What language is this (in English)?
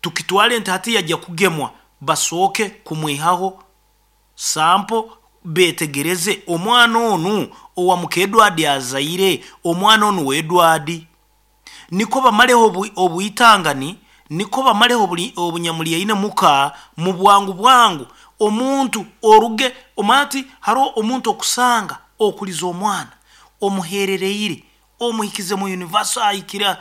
Nyoro